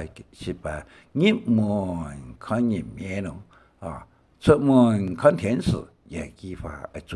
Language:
Hakka Chinese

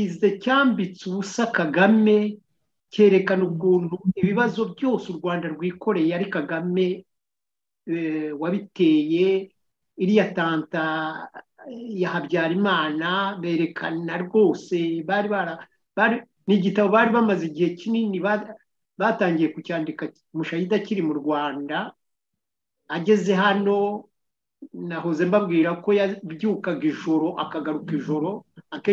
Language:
Kinyarwanda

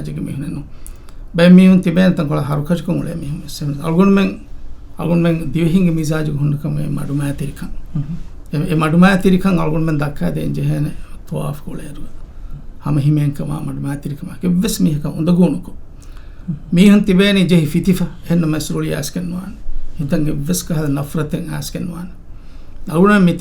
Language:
Divehi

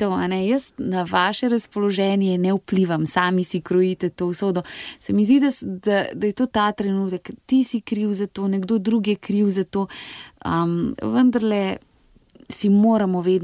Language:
Slovenian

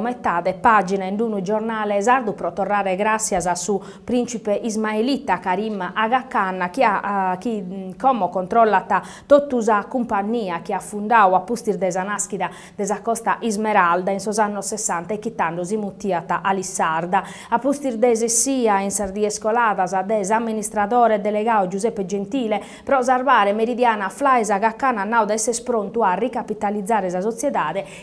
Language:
Sardinian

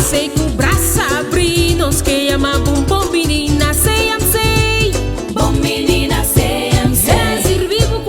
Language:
Papiamento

